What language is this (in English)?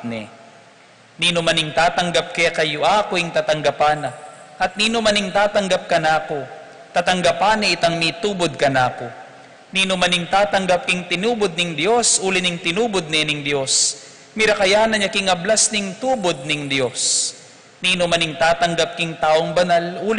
Pampanga